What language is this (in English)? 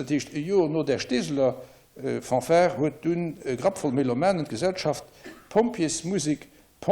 Luxembourgish